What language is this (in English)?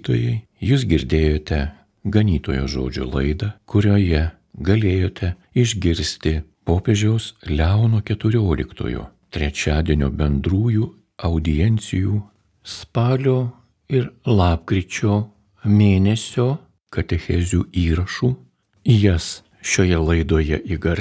Lithuanian